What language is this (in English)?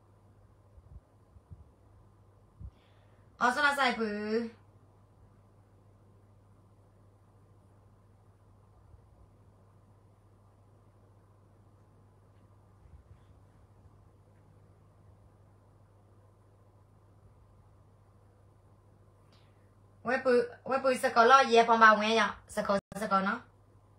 Burmese